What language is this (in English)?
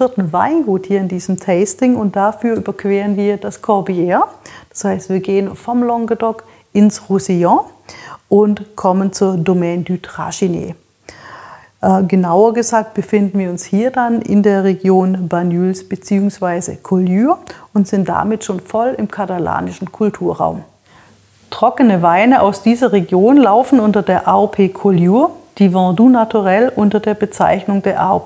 German